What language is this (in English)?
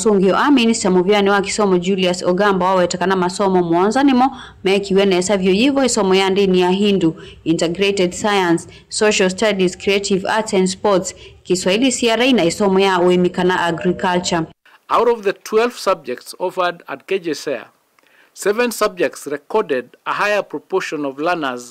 Kamba